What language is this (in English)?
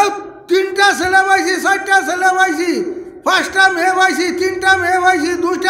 Sylheti